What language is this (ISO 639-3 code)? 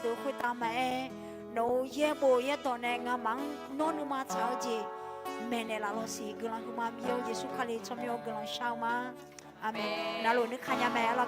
ahk